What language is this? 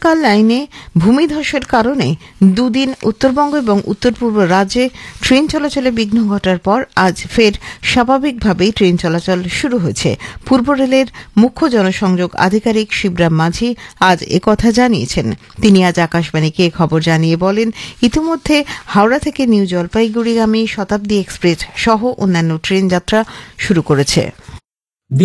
Bangla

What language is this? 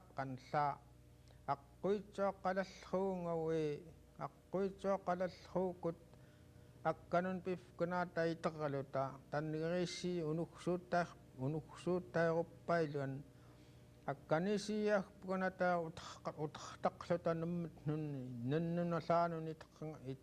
Central Yupik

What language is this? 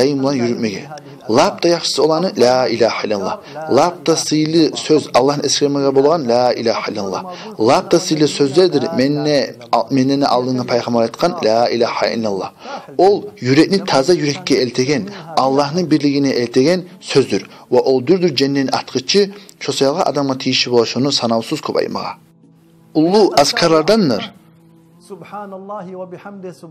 Kumyk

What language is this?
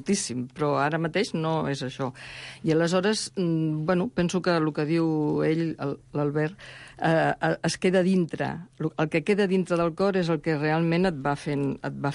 Catalan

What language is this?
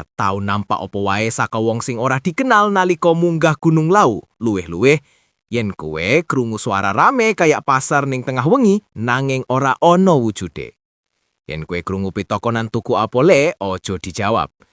Javanese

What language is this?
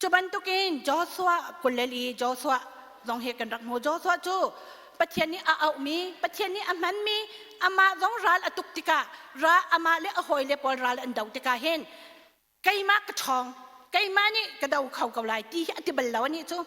Hakha Chin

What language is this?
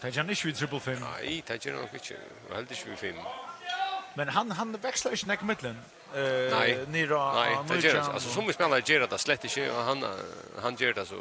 Faroese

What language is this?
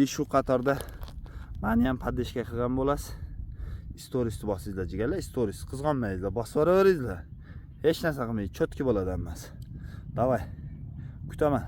Uzbek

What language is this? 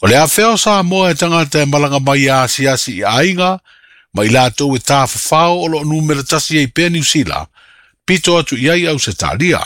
Samoan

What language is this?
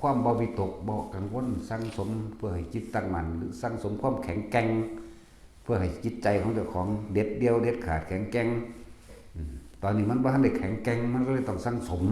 Northeastern Thai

